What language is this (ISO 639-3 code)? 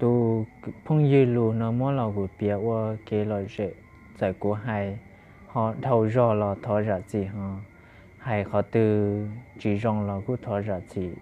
hmn